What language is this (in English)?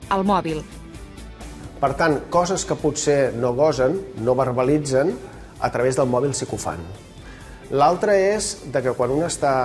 Catalan